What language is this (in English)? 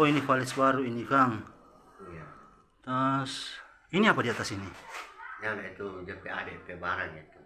Manado Malay